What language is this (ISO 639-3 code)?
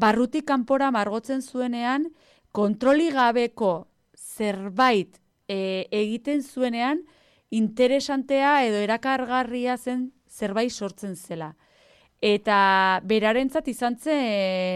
eus